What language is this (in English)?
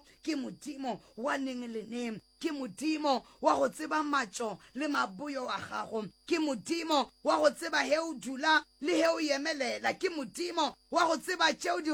Northern Sotho